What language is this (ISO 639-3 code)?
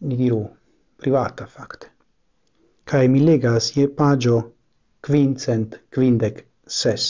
epo